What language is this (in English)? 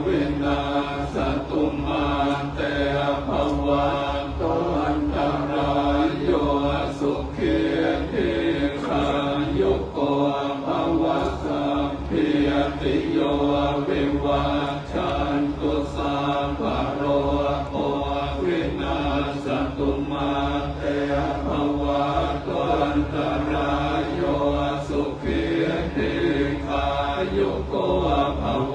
Pali